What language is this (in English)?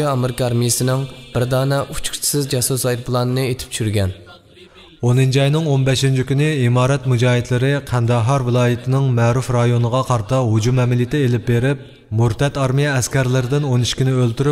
Uyghur